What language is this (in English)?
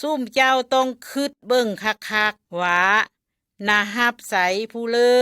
Lao